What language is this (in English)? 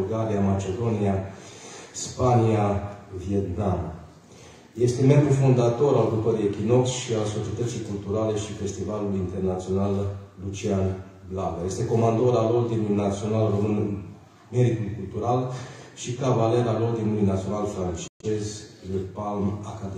Romanian